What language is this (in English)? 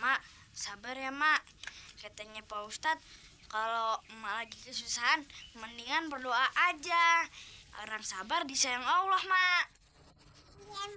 Betawi